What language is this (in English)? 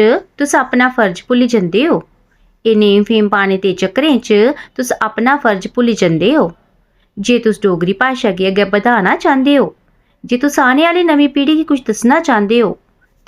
Dogri